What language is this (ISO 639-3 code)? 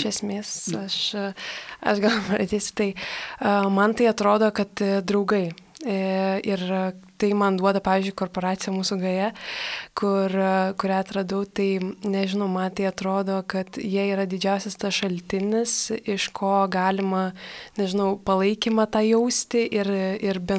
lit